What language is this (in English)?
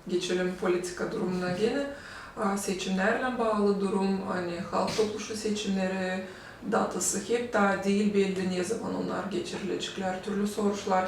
Gagauz